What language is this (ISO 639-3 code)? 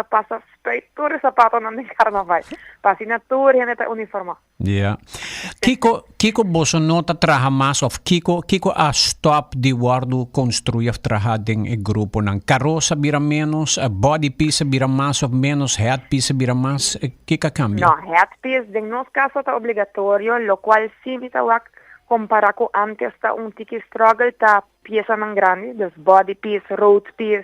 pap